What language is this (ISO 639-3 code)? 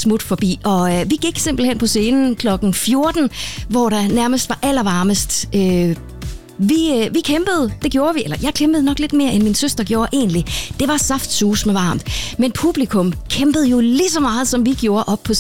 dan